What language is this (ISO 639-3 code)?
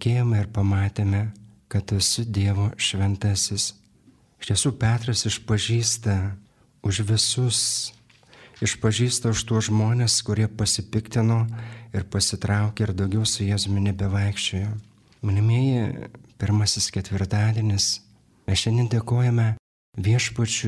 lit